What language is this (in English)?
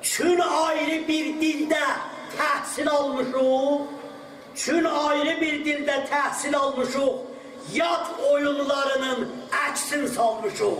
South Azerbaijani